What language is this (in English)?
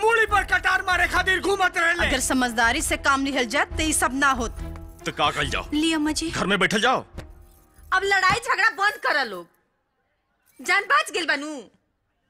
Bhojpuri